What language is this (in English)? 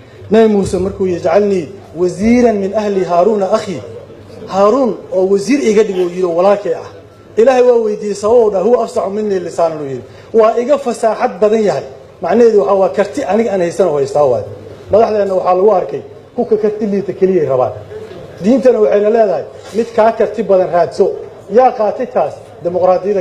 Somali